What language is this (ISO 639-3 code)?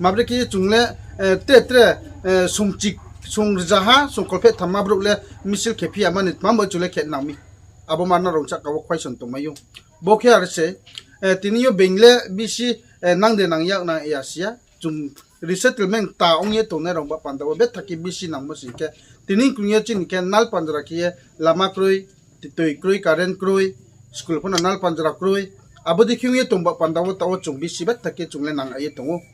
ria